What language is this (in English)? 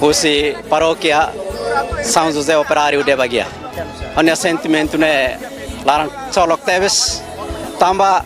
Tetum